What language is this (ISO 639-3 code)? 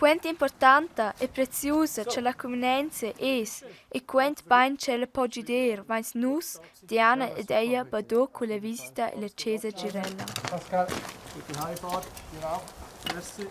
roh